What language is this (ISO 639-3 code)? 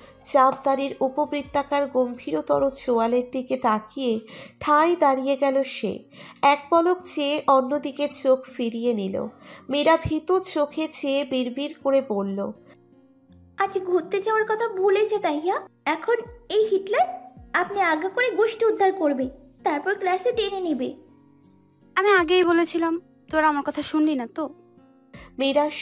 ben